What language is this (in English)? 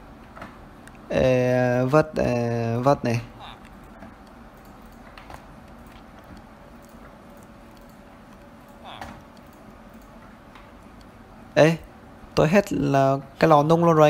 Vietnamese